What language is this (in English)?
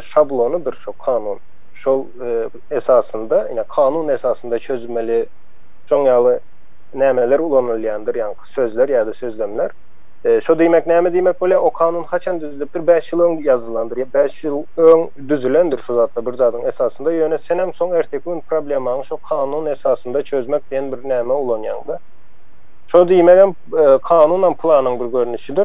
Turkmen